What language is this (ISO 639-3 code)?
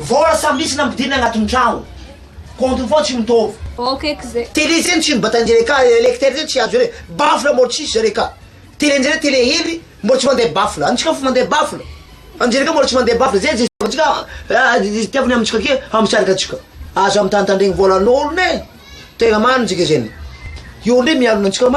mlg